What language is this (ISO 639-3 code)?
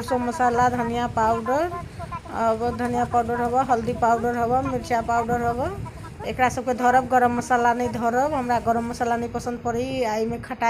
mai